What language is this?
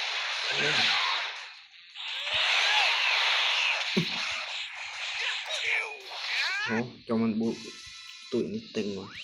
Lao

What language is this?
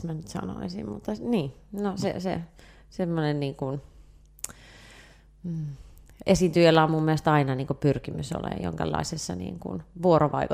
Finnish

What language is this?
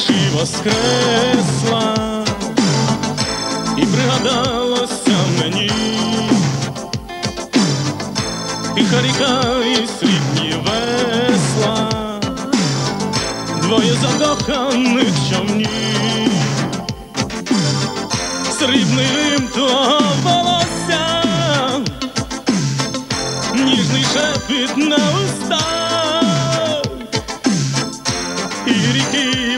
Ukrainian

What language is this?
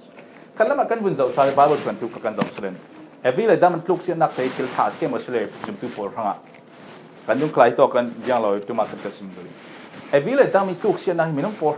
Falam Chin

